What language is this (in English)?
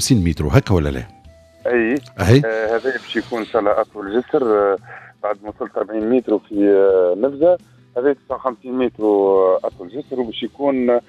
Tunisian Arabic